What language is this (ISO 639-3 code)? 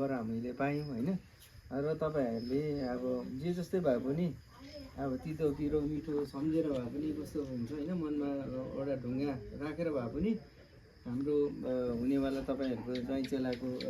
nep